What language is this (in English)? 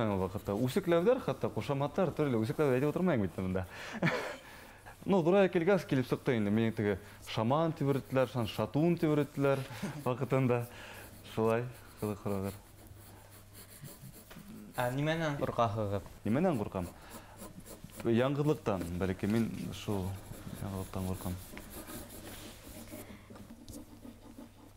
Bashkir